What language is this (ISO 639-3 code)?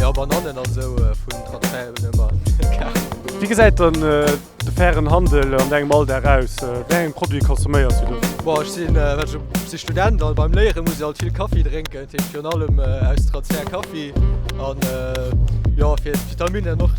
ltz